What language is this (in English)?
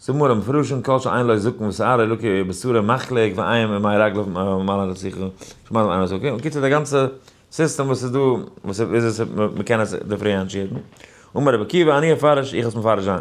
Yiddish